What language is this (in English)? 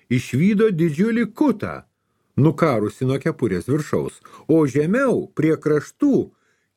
Lithuanian